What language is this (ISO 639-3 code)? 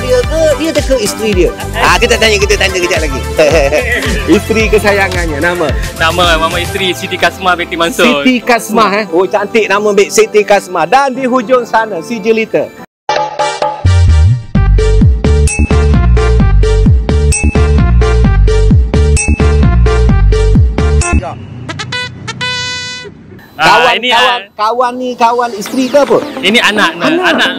msa